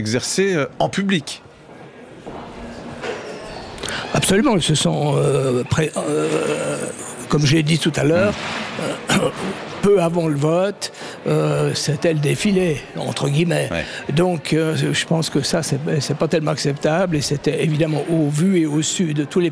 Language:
French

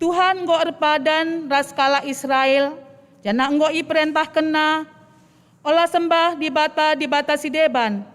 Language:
Batak Karo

